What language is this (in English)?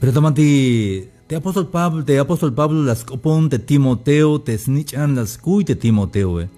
Tzeltal